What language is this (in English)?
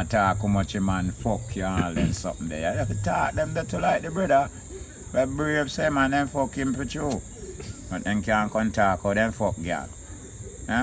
Jamaican Creole English